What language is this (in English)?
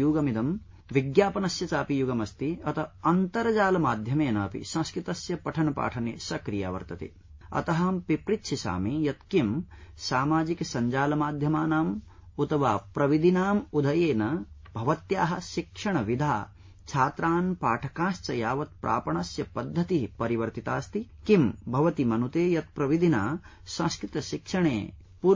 Sanskrit